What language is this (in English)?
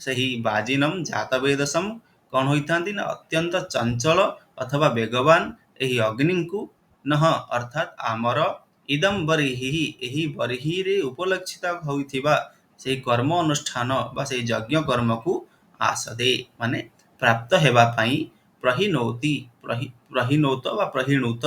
Odia